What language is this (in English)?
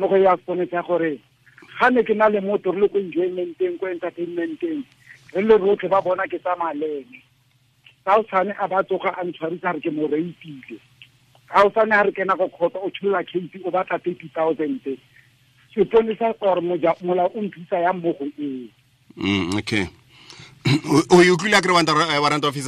Tswana